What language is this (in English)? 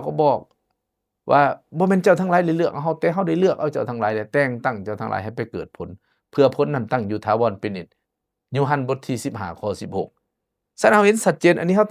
Lao